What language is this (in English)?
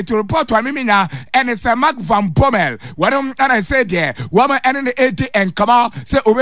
Akan